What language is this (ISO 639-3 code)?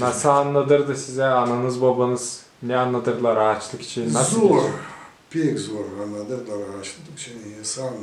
gag